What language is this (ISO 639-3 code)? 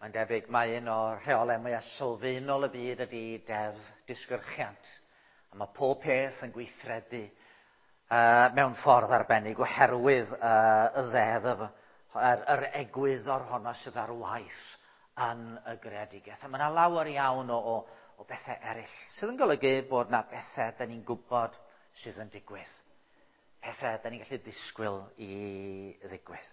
cym